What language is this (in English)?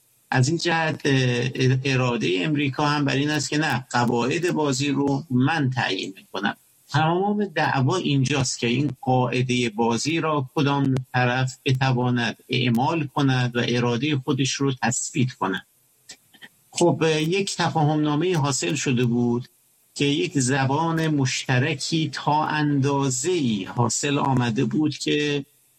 Persian